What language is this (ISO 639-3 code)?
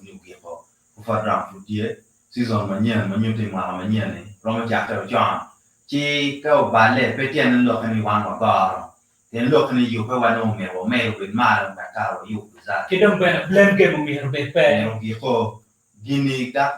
ach